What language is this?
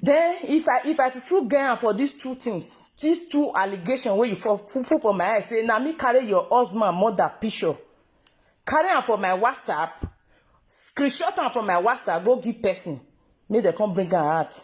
Nigerian Pidgin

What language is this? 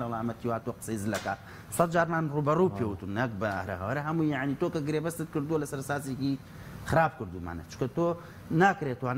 Central Kurdish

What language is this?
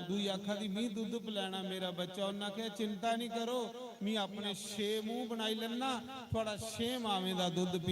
Dogri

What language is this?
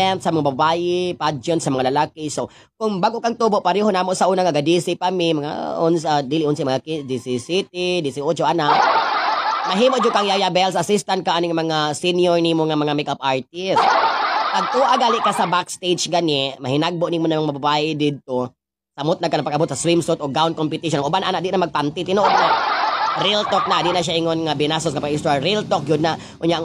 Cebuano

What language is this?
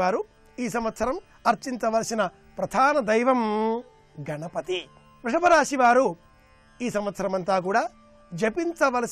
Telugu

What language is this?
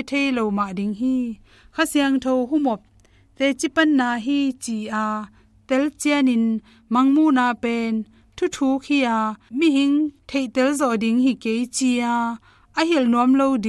Tedim Chin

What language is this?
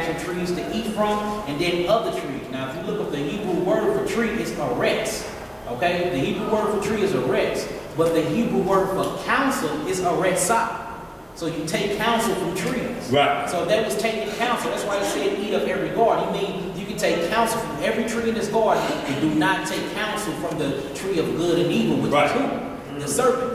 English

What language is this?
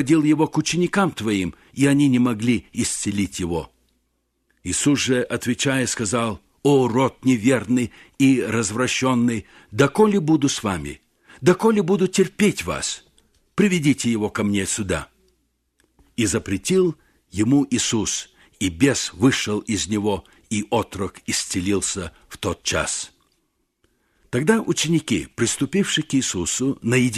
Russian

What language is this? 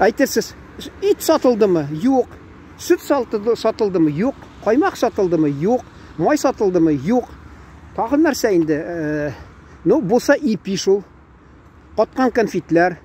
Tatar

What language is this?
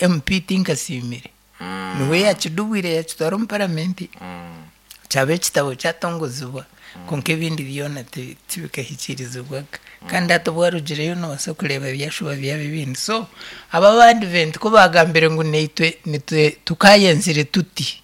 Nyankole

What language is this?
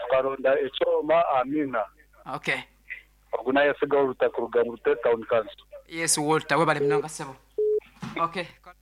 Nyankole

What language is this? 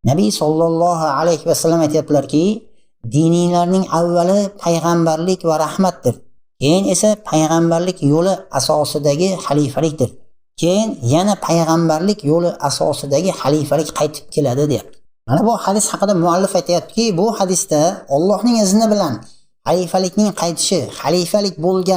Uzbek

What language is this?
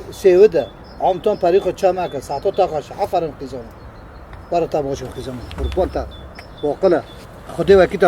Kurdish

